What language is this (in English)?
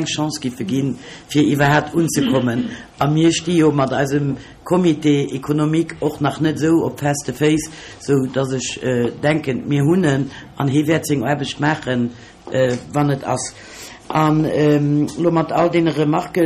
Luxembourgish